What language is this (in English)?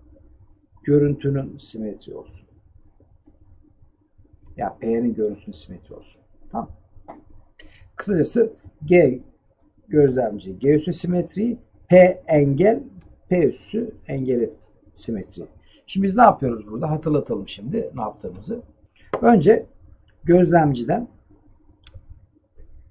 Turkish